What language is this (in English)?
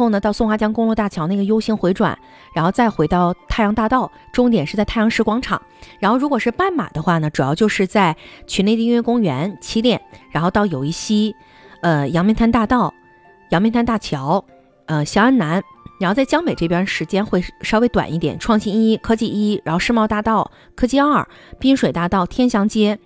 Chinese